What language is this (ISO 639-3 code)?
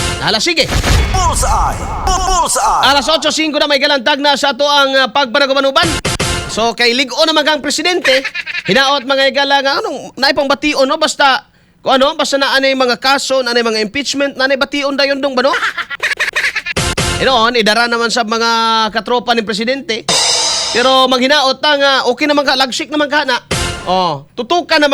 ceb